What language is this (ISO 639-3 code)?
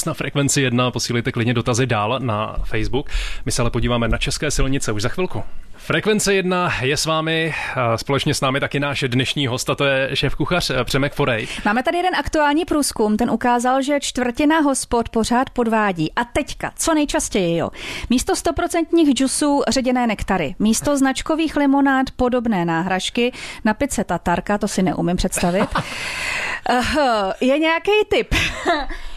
ces